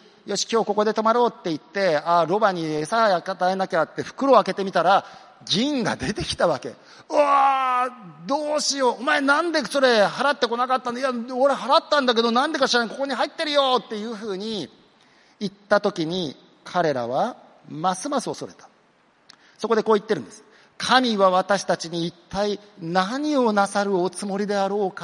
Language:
Japanese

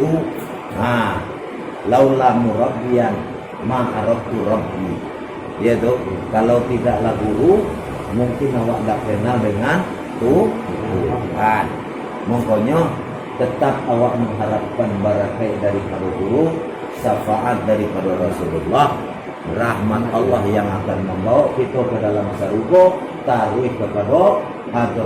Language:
Minangkabau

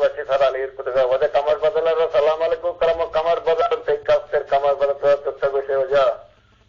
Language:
Eastern Balochi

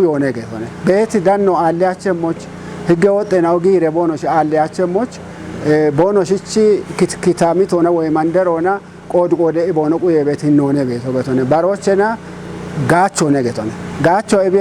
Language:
Kafa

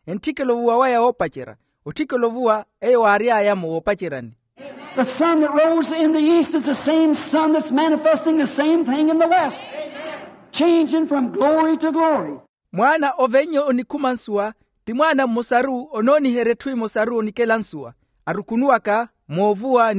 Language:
Makhuwa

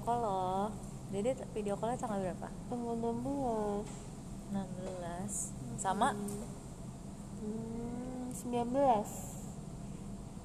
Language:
Indonesian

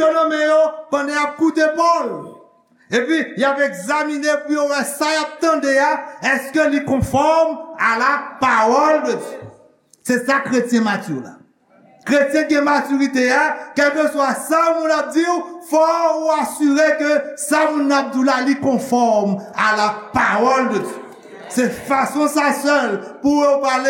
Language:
Haitian Creole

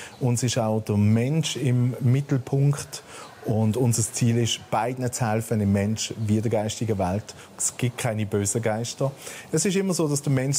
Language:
Swiss German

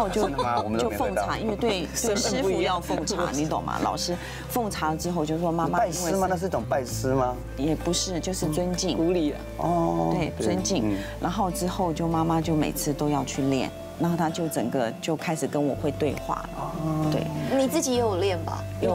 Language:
Chinese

